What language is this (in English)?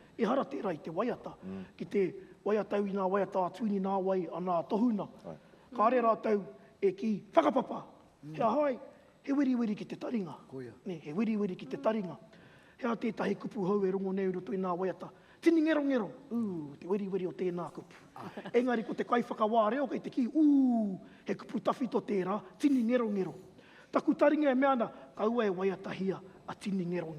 Māori